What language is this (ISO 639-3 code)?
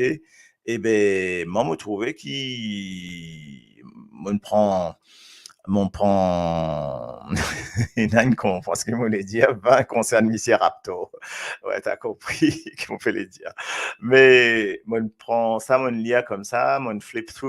mfe